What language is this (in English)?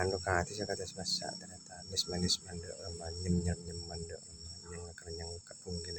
Madurese